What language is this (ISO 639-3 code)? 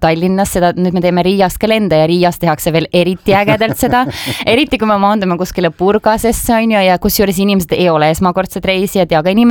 est